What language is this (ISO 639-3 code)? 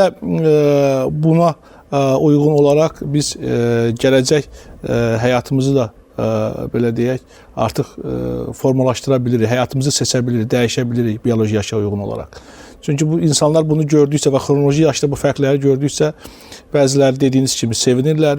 aze